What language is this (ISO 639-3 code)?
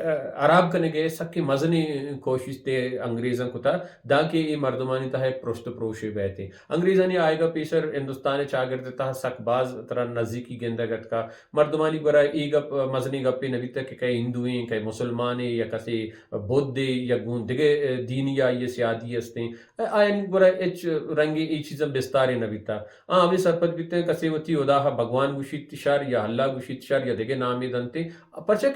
bal